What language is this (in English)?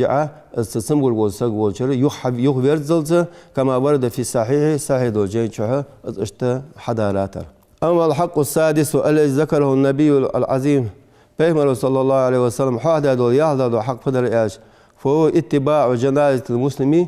Ingush